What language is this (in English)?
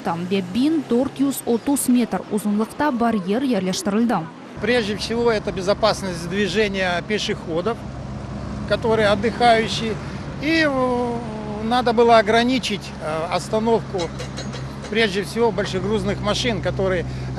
Crimean Tatar